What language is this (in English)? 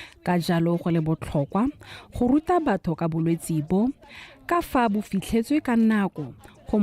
Tswana